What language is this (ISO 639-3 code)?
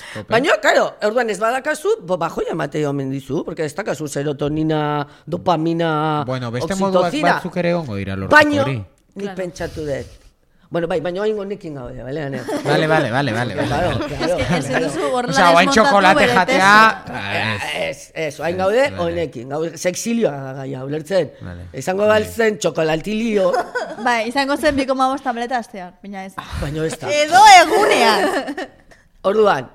eus